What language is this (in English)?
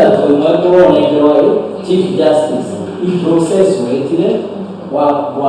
Meru